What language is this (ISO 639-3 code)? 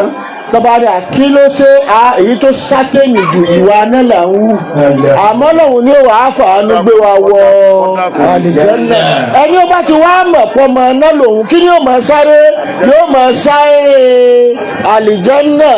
yor